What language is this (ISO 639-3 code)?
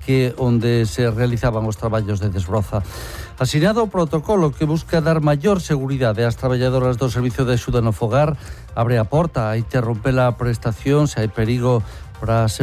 glg